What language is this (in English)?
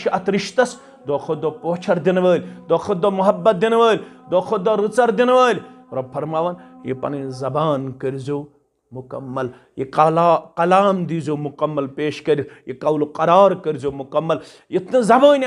Kashmiri